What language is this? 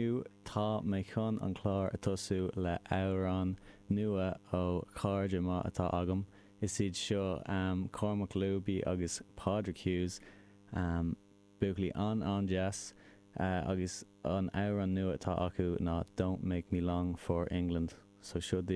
Irish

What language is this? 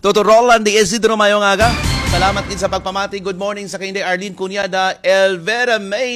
Hiligaynon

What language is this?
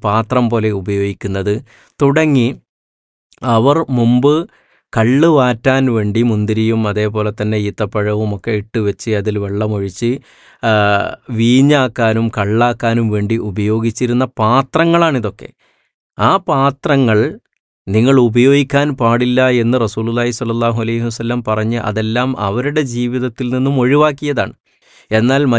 Malayalam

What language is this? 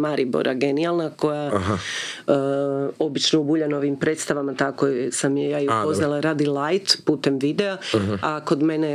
Croatian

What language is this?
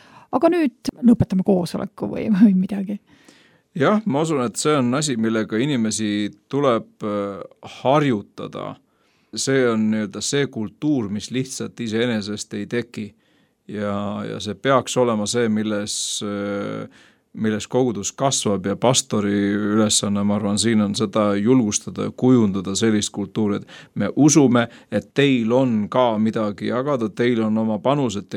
Estonian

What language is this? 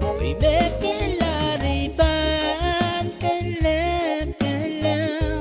Pohnpeian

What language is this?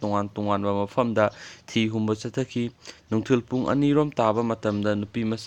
Manipuri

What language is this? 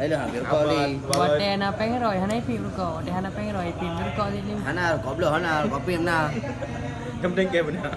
Achinese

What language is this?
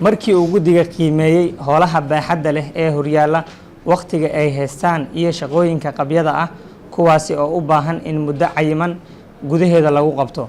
Somali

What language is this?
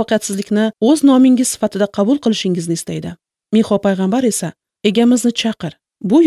Uzbek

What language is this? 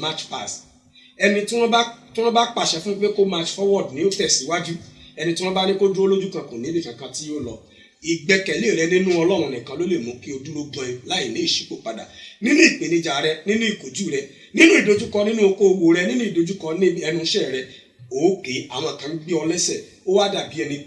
Yoruba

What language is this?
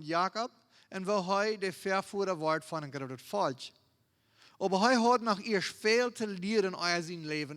Plautdietsch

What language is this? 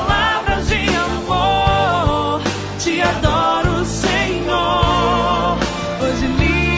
Portuguese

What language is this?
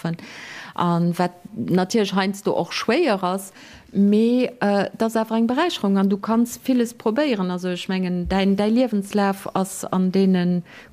Luxembourgish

